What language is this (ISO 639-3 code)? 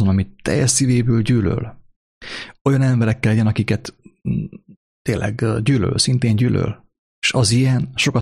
hun